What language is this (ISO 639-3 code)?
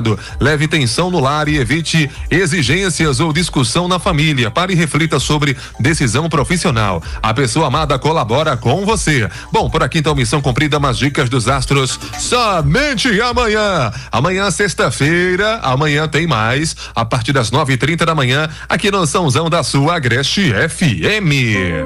por